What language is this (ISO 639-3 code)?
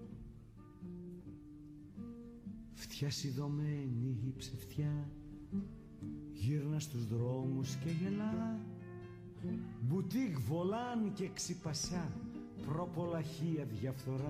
ell